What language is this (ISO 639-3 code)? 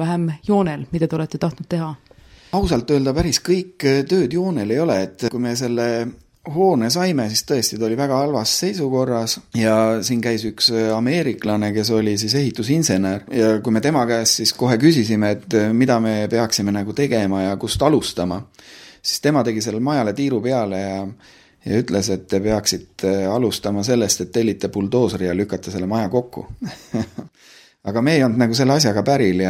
est